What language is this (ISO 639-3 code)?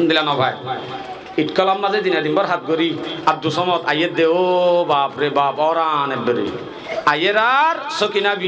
rhg